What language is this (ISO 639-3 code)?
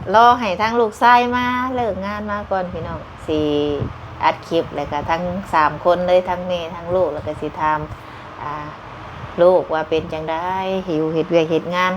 lao